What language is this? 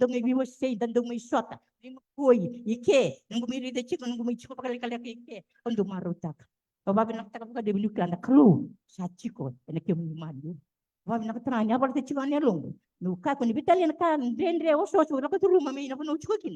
Fijian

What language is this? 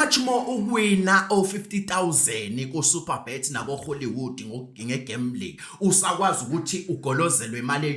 Zulu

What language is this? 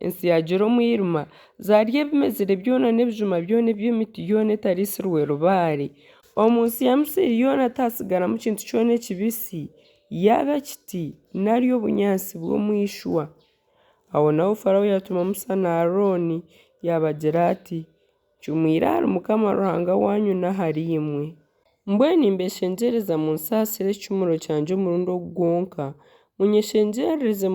Nyankole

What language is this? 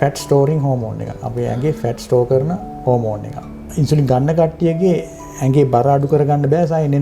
Sinhala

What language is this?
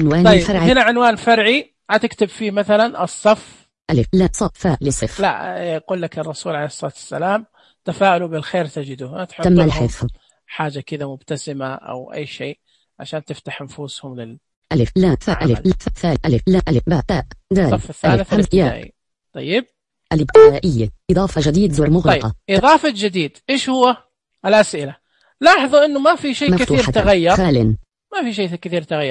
Najdi Arabic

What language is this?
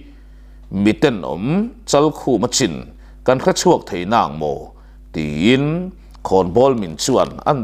Mizo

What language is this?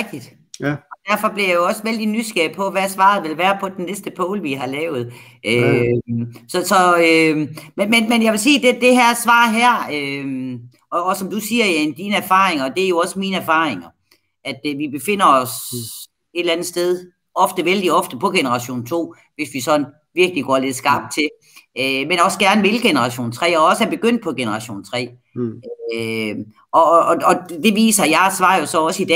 Danish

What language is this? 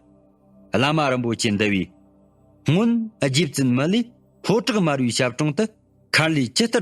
Tibetan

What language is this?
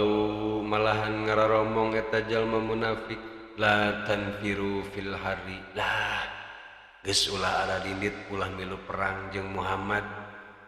Sundanese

